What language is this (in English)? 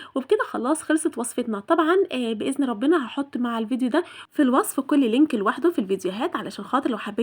Egyptian Arabic